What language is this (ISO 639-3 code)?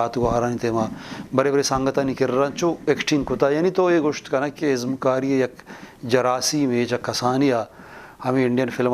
bgp